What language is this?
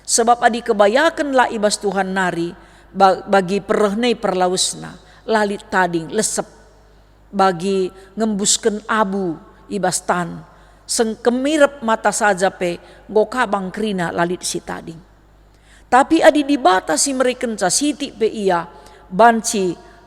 Batak Karo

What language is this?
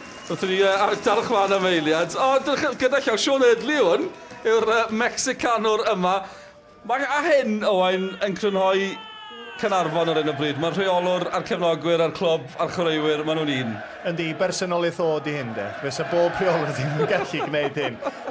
Welsh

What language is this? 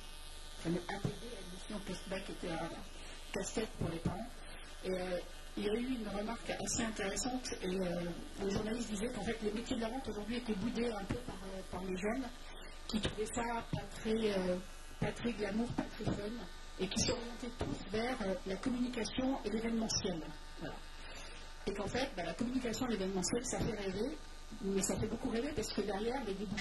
French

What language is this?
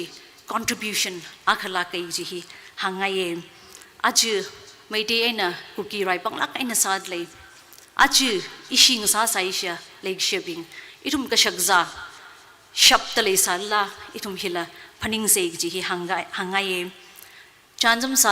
Tangkhul Naga (India)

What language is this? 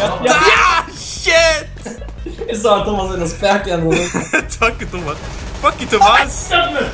Faroese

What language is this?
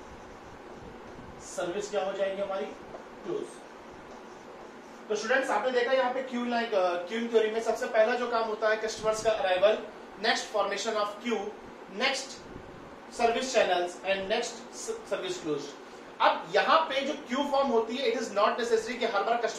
Hindi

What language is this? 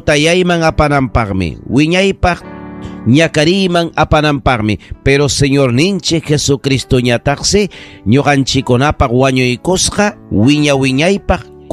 Ayacucho Quechua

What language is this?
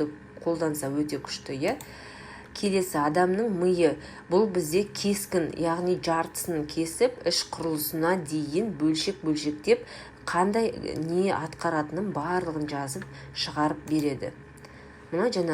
Kazakh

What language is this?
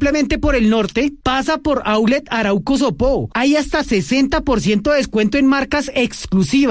Spanish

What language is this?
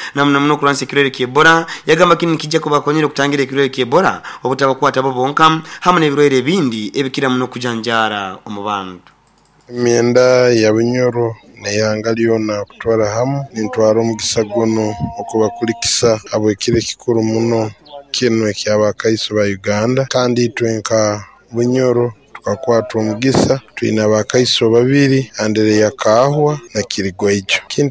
Nyoro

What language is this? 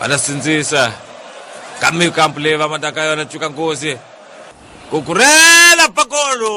Tsonga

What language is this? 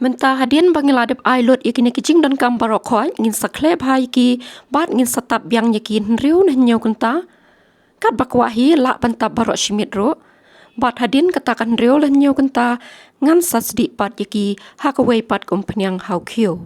Khasi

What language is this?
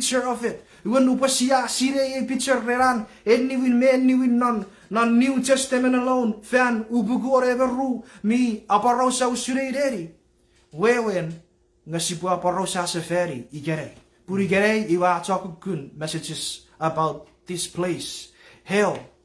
Chuukese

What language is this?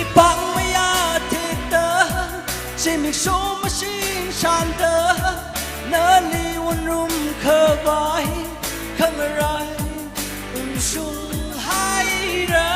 Tangkhul Naga (India)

